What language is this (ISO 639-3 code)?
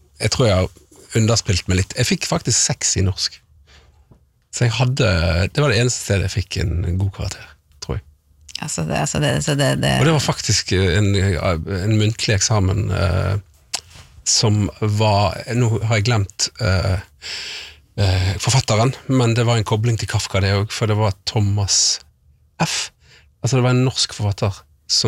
nor